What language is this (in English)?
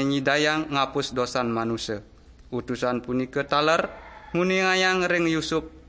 Balinese